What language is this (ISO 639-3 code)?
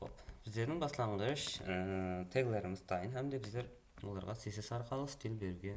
kaa